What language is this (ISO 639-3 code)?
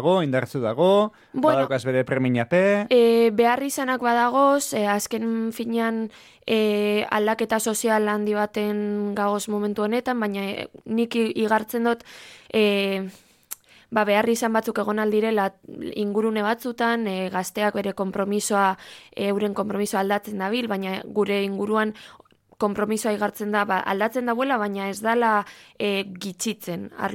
eus